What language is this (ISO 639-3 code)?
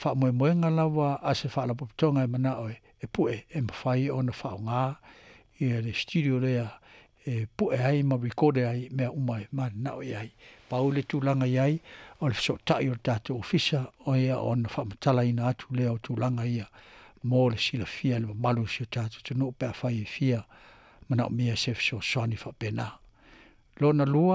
smo